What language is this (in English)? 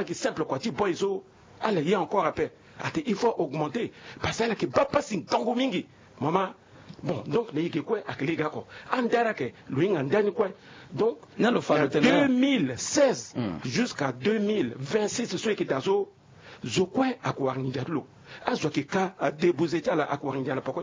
Sango